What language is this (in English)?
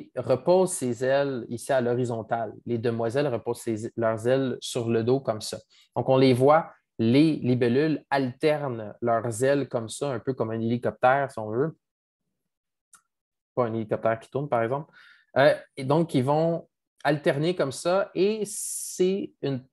French